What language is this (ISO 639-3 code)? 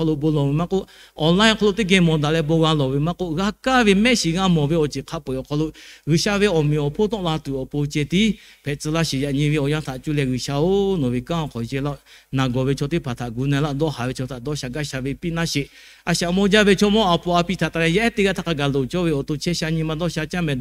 lhu